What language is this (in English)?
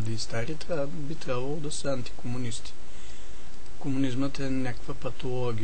Bulgarian